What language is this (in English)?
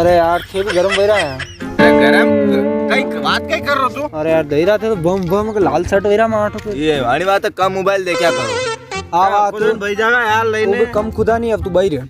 Rajasthani